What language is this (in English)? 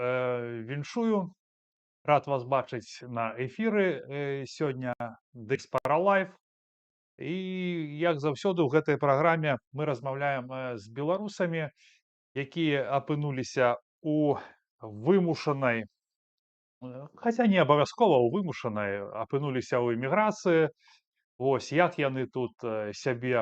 Belarusian